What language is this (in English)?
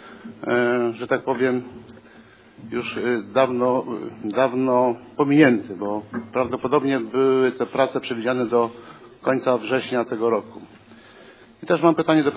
Polish